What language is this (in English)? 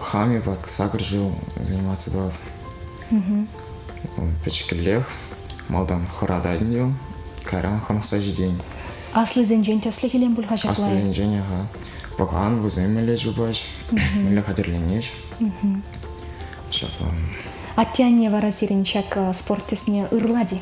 Chuvash